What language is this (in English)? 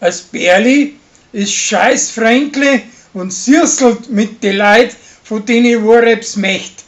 Bavarian